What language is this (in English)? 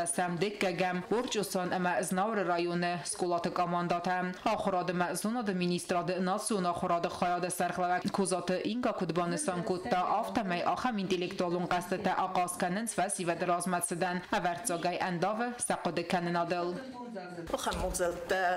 Ossetic